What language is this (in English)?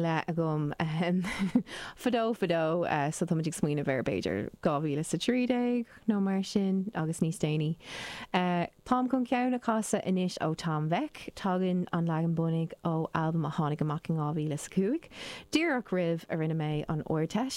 Irish